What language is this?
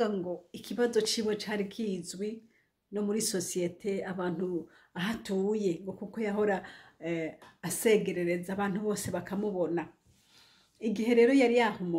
Rundi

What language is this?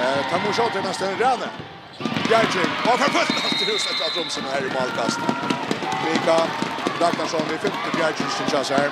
Faroese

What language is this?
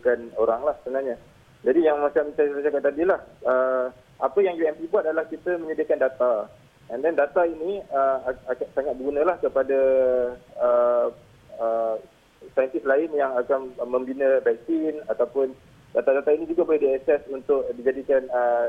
Malay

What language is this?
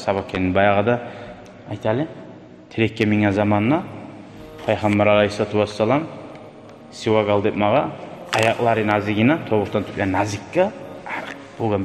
Kumyk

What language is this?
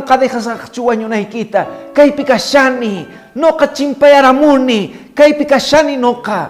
Quechua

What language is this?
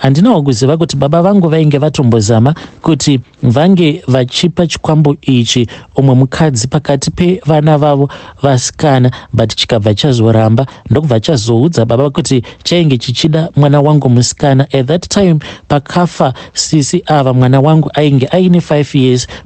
Shona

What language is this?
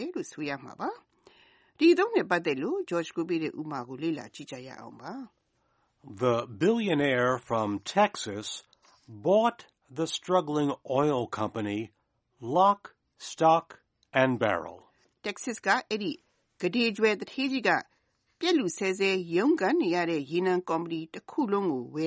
Burmese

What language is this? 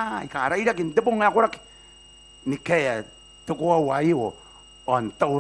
Gilbertese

